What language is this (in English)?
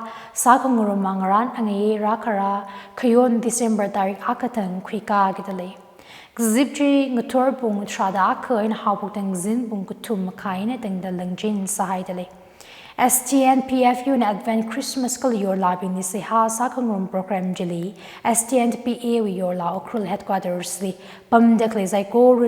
Tangkhul Naga (India)